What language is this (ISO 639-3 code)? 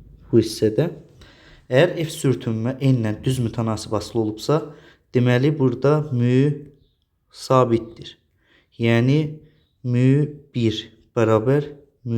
aze